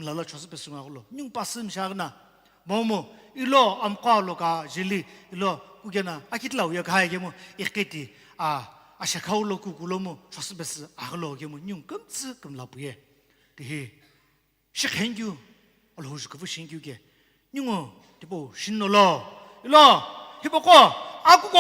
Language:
Sumi Naga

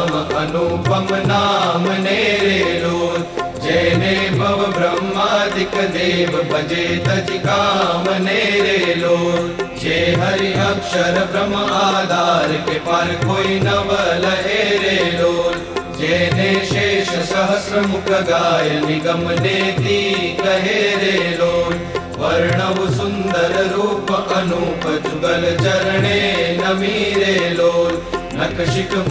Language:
Gujarati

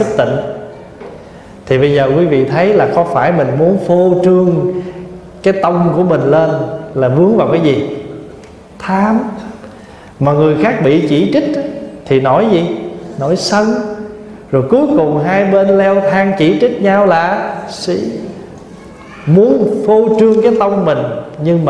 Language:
Vietnamese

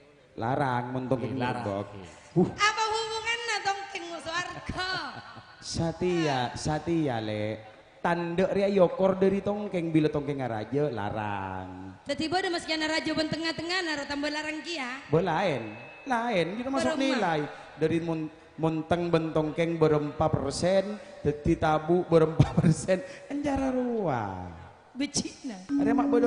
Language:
Madurese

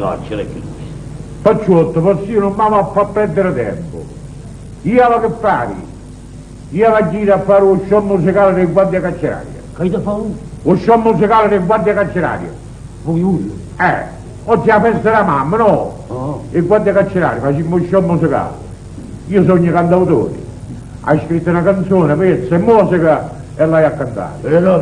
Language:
Neapolitan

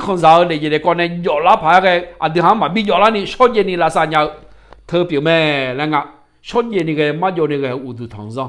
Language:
Akha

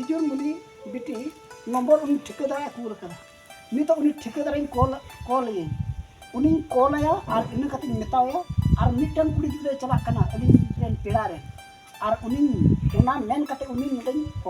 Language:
Santali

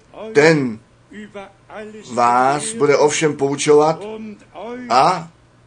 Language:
Czech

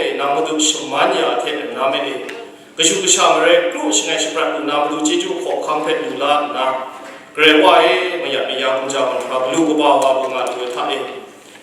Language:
Kachin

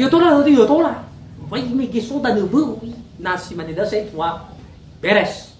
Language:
Nias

